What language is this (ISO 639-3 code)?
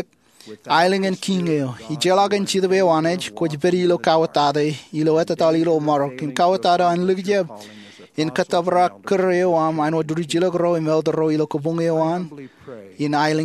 mah